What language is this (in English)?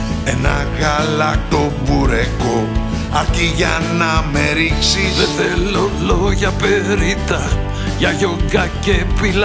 Greek